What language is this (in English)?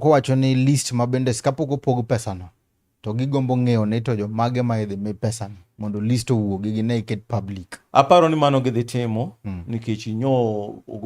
Luo (Kenya and Tanzania)